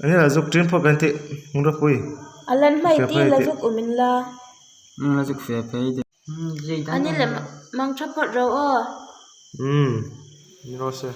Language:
Hmar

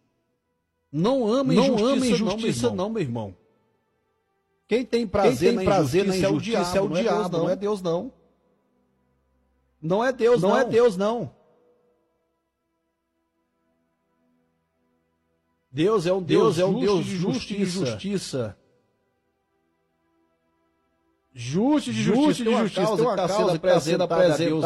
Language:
Portuguese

